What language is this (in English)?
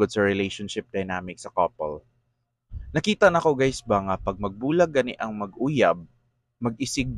Cebuano